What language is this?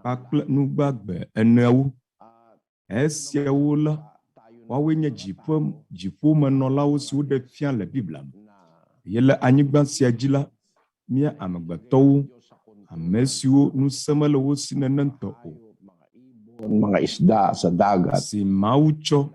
Ewe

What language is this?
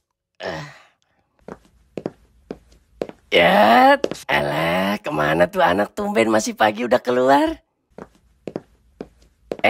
Indonesian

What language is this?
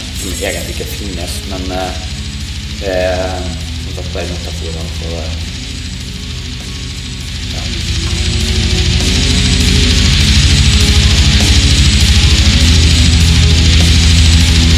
Norwegian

